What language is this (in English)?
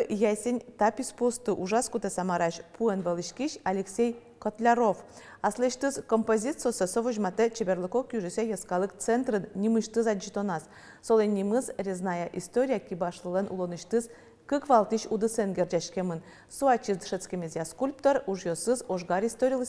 Udmurt